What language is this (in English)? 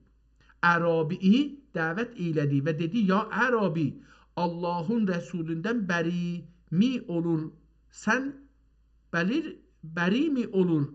South Azerbaijani